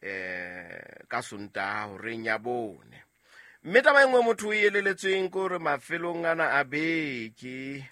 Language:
Southern Sotho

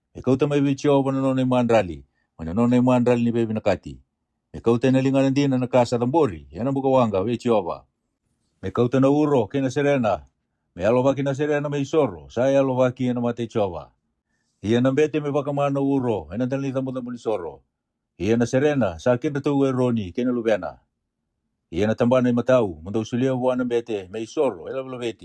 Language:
Fijian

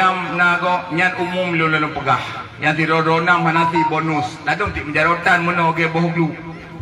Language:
Achinese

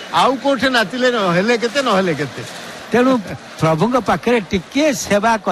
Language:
Odia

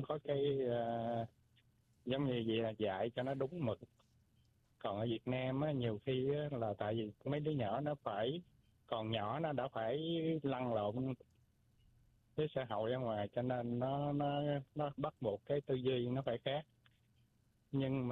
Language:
Vietnamese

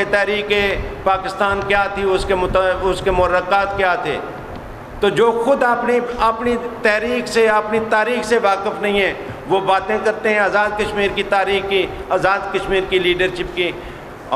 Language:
Urdu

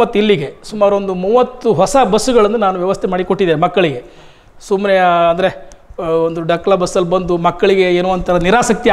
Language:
Kannada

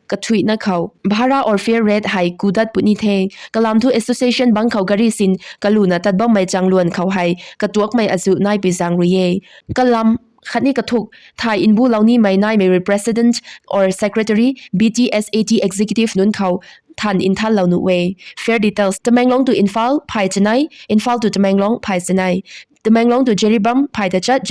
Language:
Rongmei Naga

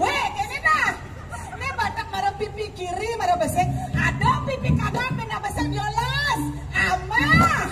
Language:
Balinese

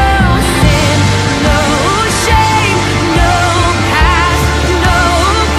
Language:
Haitian Creole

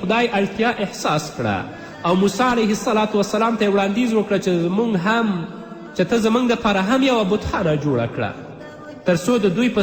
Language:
Pashto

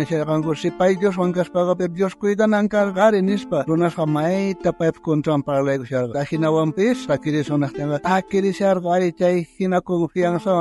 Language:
South Bolivian Quechua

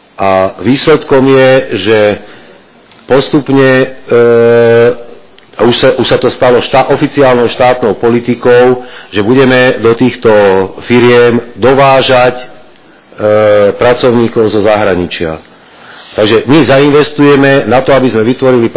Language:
Slovak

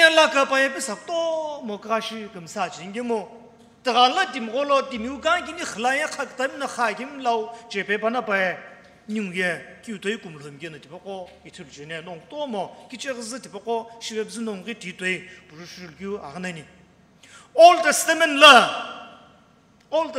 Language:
Sumi Naga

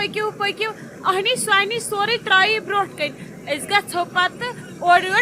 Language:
Kashmiri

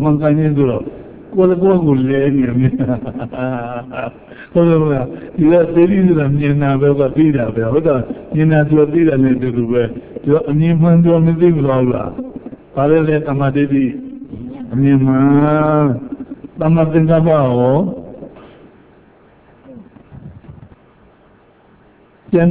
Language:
Burmese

